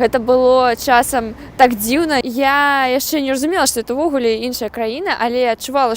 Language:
Belarusian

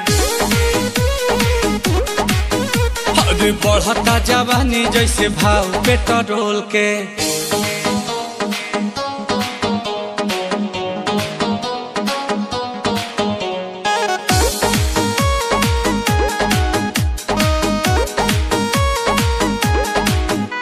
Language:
Bhojpuri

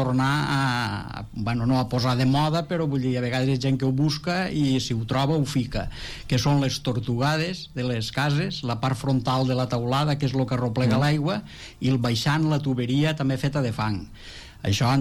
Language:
Catalan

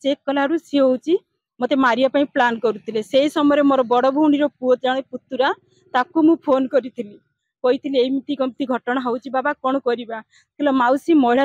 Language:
Odia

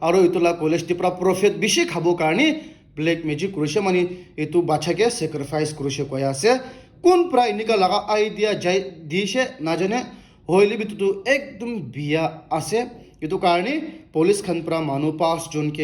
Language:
Naga Pidgin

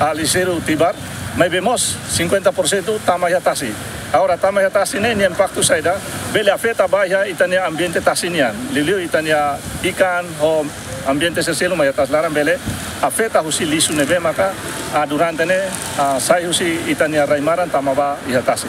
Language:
Tetum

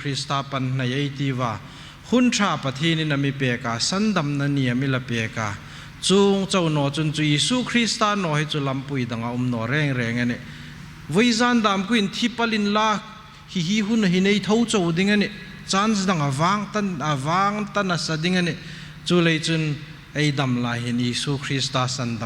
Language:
Hmar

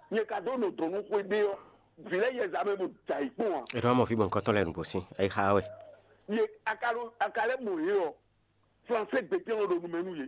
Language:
Fon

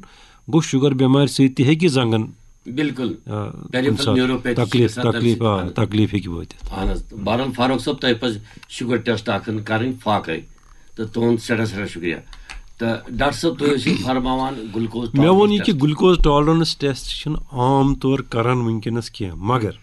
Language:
Kashmiri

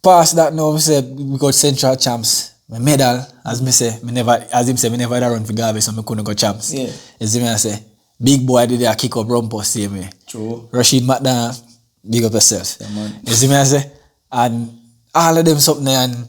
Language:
Jamaican Creole English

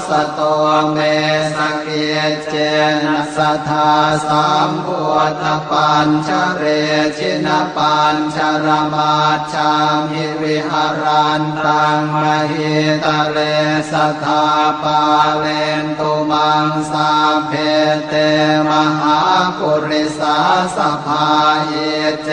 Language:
Pali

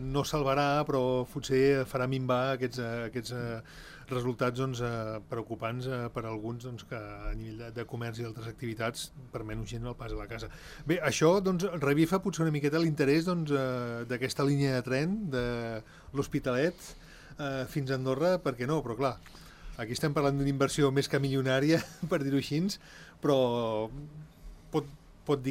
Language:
Catalan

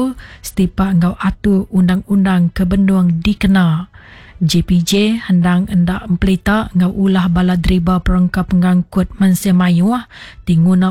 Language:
Iban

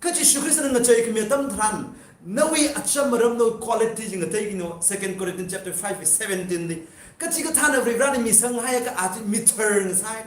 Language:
Tangkhul Naga (India)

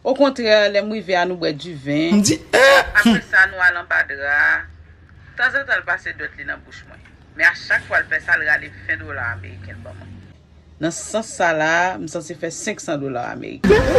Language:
Haitian Creole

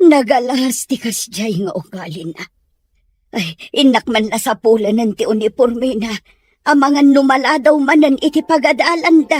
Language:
Iloko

